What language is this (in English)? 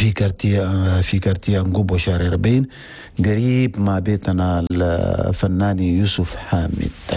Chadian Arabic